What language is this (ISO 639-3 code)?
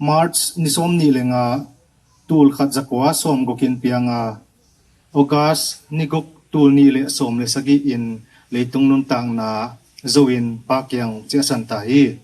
ctd